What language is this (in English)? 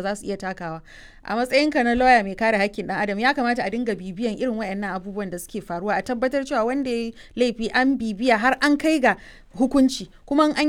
Hausa